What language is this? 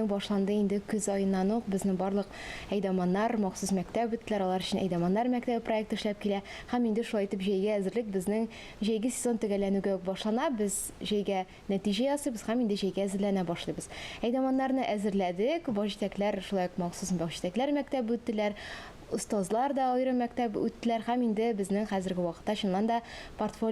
Tatar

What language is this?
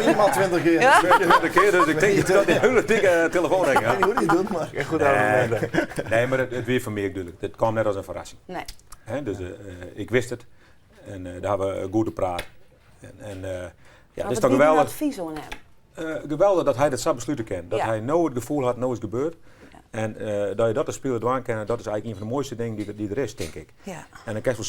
Western Frisian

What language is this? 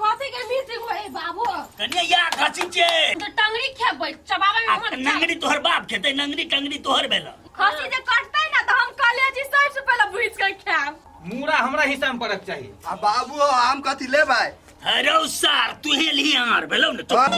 Maithili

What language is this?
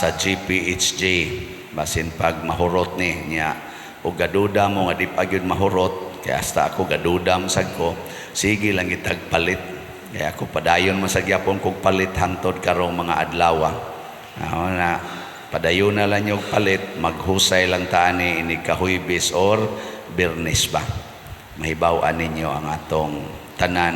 Cebuano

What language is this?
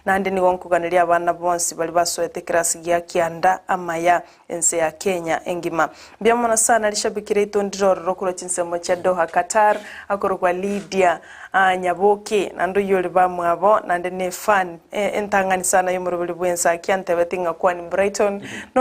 Gusii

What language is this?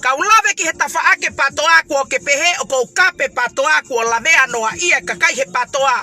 Tongan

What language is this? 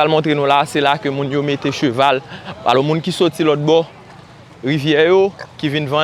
Haitian Creole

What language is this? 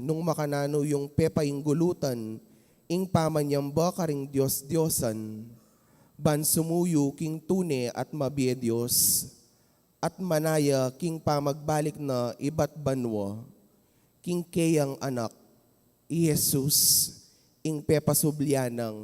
Pampanga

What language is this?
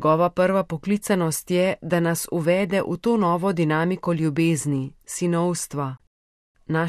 Slovenian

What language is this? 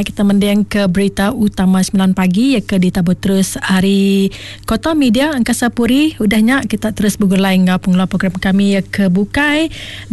Iban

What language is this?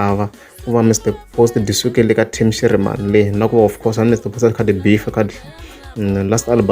Tsonga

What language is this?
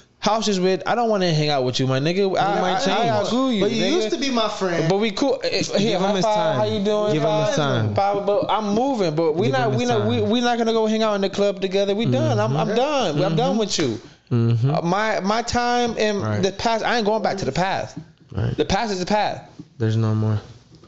English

